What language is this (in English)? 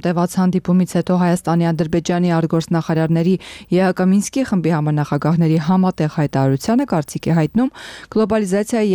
Armenian